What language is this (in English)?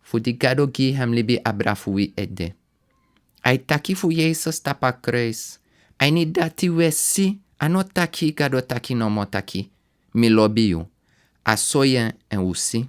Sranan Tongo